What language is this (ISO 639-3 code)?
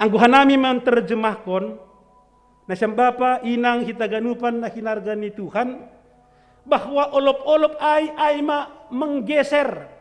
bts